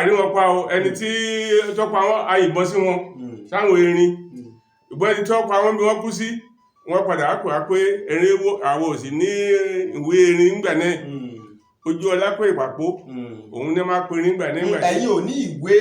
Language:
Yoruba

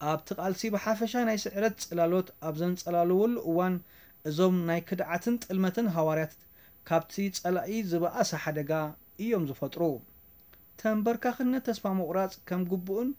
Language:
Tigrinya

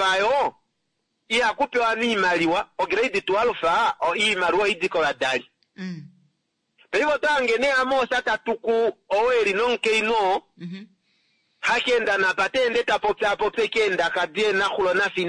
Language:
Kuanyama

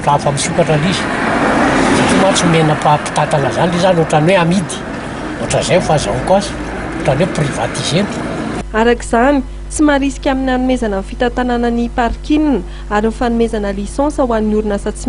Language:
Malagasy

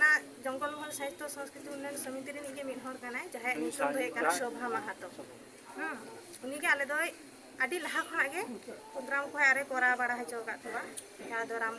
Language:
Santali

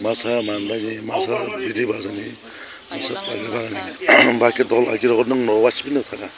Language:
Kok Borok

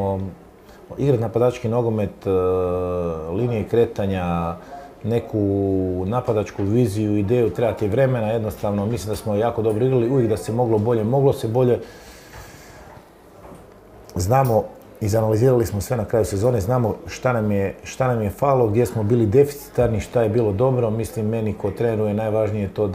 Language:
Croatian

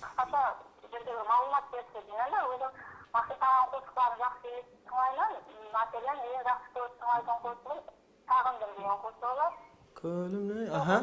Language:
Kara-Kalpak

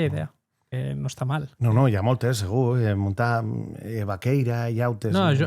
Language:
Occitan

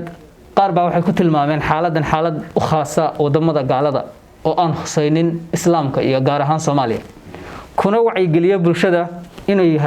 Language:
Somali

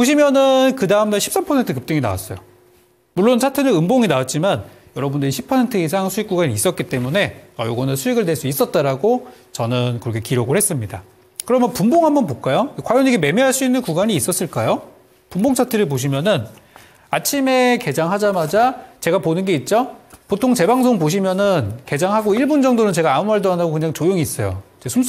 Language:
Korean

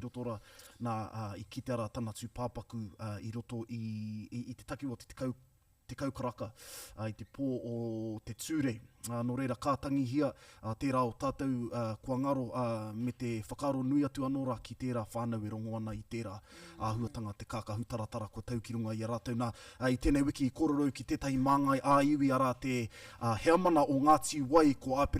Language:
Māori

